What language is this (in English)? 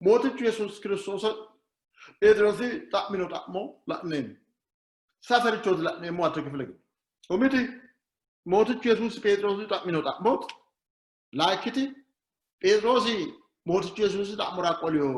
Sidamo